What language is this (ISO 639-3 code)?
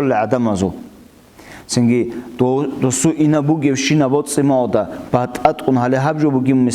ava